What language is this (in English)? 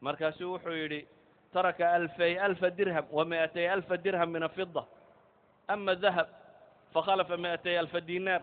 Somali